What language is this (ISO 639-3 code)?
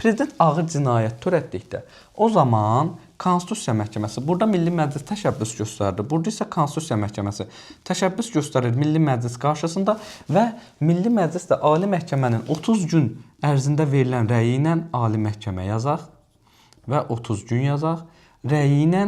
aze